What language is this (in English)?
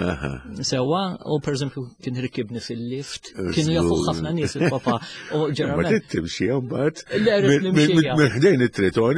Maltese